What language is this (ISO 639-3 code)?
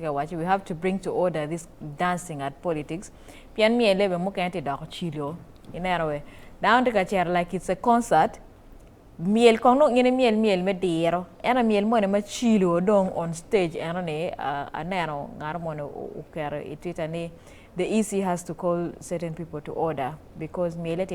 ach